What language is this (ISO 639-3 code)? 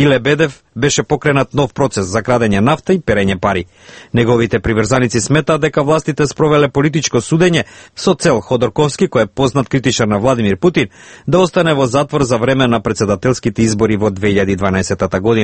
mkd